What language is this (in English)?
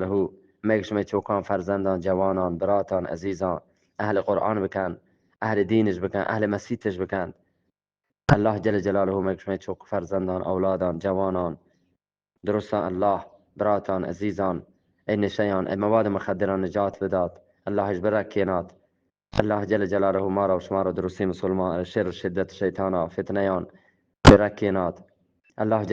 Eastern Balochi